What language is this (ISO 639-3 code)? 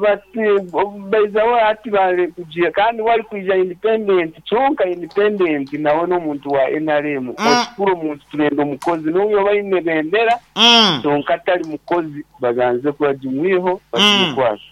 nyn